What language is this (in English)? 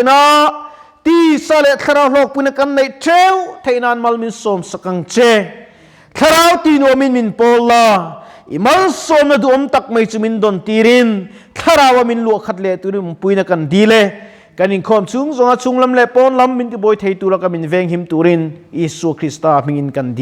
Mizo